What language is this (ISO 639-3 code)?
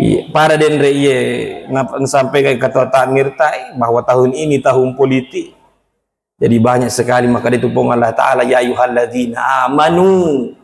bug